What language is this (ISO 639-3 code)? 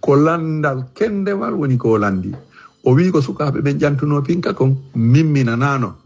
ful